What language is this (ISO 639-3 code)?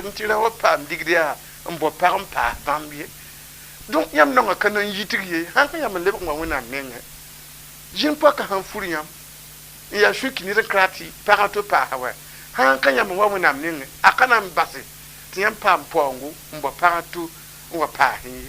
mos